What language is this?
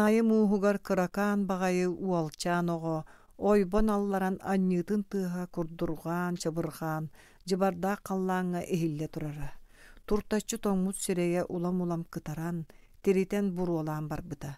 Yakut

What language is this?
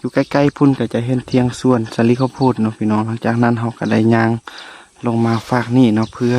Lao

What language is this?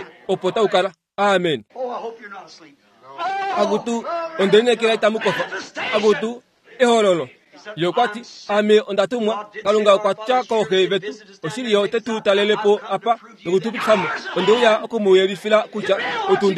Kuanyama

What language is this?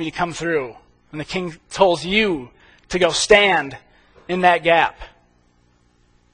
English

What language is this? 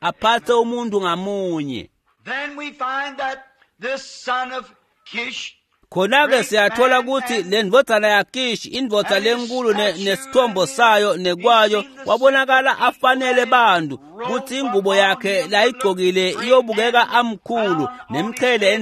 Swati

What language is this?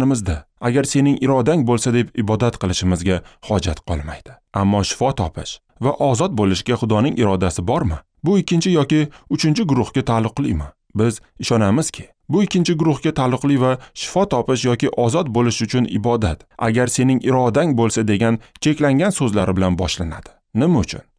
Uzbek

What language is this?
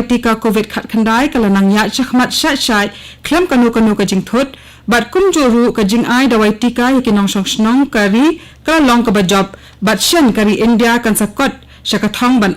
Khasi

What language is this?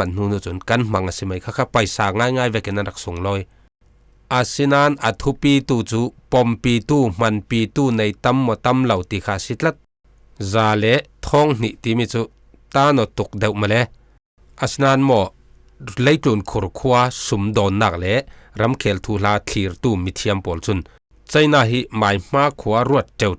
Falam Chin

